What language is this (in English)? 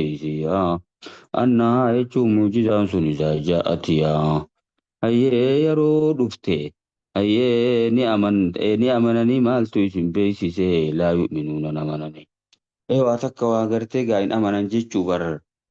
Oromo